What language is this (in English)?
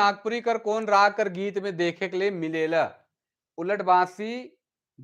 Sadri